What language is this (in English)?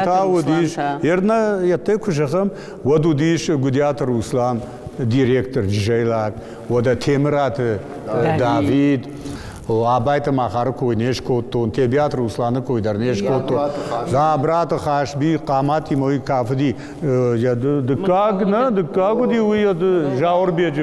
Ossetic